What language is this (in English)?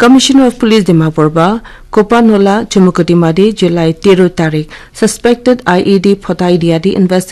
Naga Pidgin